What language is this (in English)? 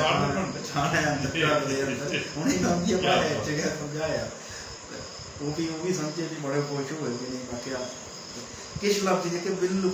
Dogri